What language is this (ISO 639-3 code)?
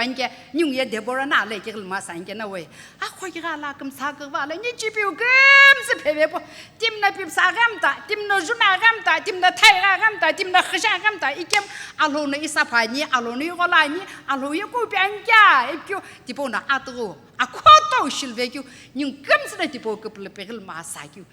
nsm